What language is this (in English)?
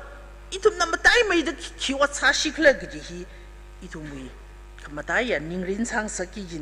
Tangkhul Naga (India)